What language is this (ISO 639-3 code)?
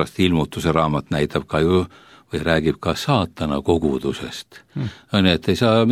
est